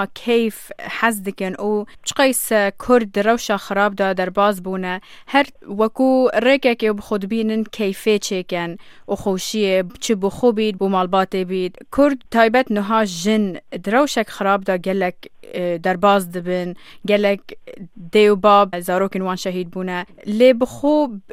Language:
Kurdish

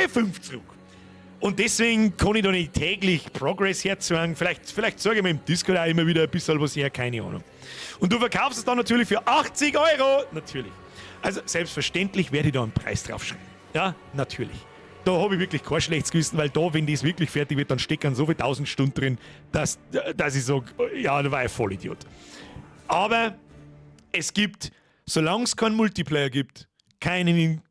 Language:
Bavarian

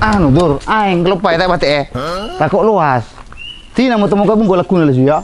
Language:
Madurese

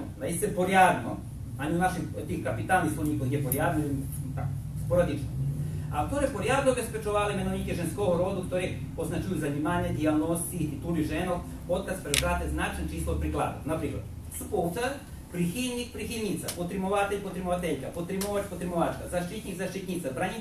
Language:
Rusyn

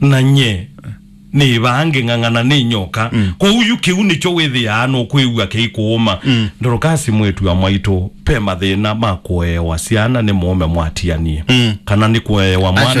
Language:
Kamba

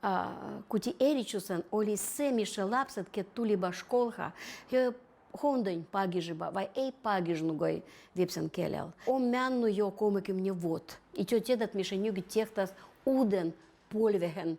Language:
Veps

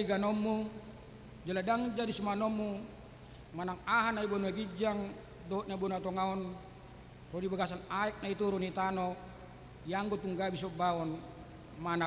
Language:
Batak Toba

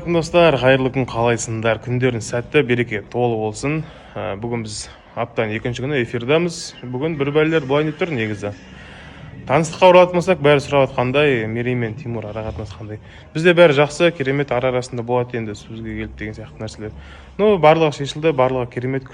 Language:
Kazakh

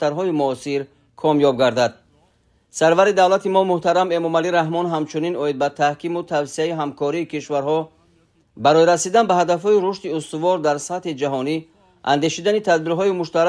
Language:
Tajik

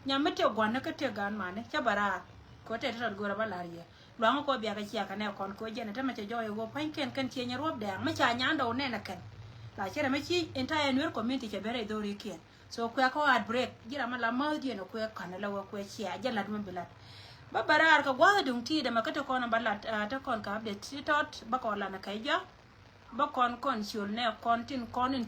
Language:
Nuer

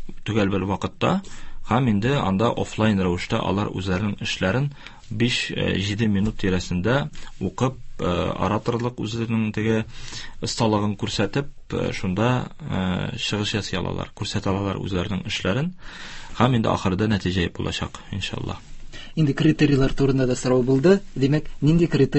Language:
Tatar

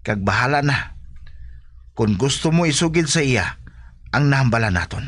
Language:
Hiligaynon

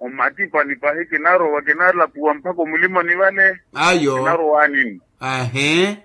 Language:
Makhuwa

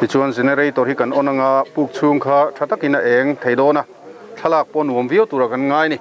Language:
Mizo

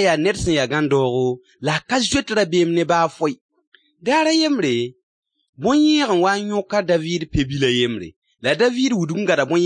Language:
Mossi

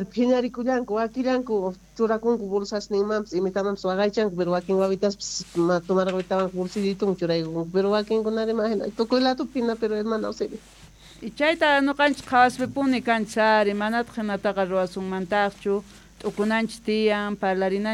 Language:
Quechua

